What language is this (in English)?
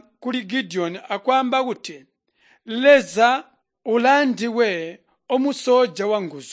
Tonga (Zambia)